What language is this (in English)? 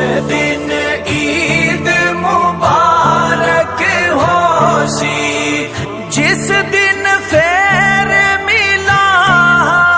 Pahari-Potwari